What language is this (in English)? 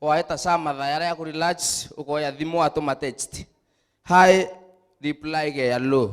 Meru